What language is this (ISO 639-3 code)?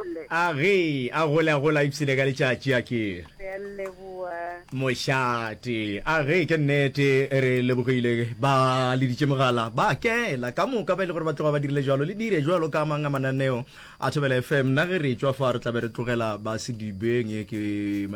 nso